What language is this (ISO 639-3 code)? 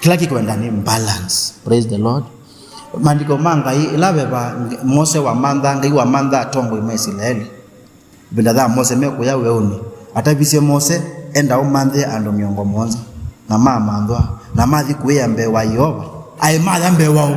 kam